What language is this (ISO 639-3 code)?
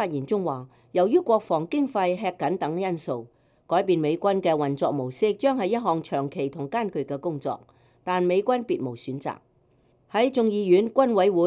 yue